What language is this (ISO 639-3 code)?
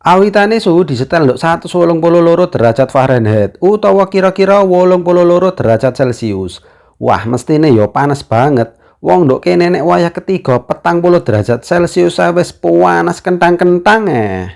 jav